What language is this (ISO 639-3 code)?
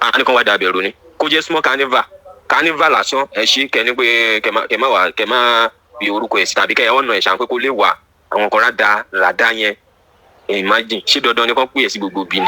yor